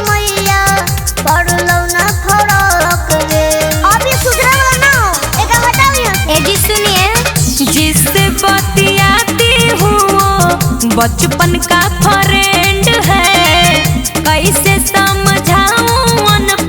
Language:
Magahi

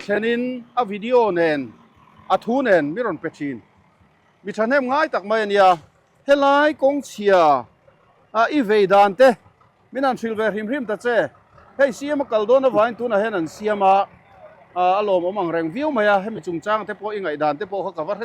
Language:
Mizo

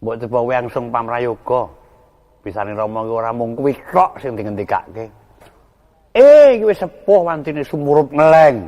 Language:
Javanese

